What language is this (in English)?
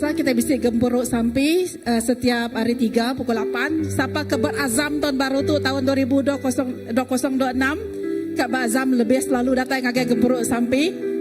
Iban